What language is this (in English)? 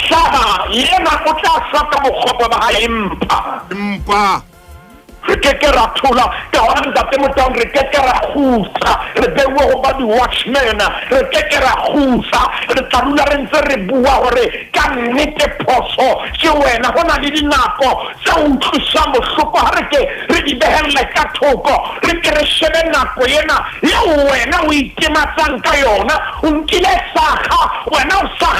Southern Sotho